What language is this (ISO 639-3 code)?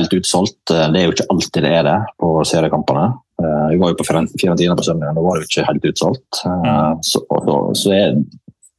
nor